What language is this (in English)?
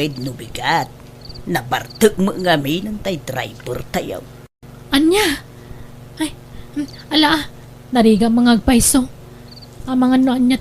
Iloko